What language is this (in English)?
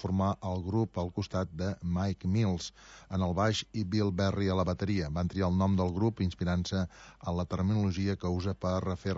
Catalan